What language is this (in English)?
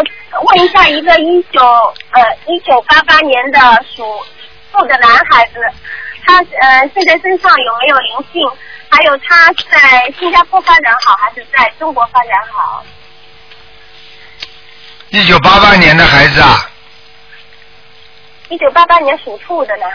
Chinese